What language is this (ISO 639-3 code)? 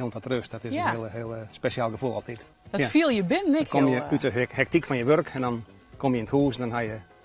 fry